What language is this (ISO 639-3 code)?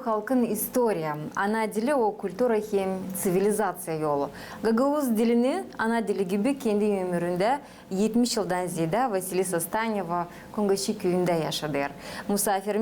gag